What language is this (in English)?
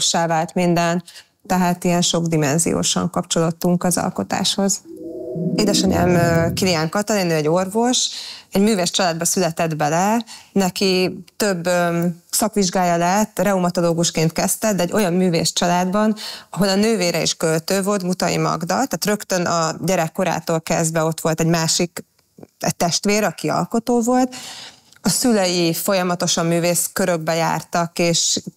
Hungarian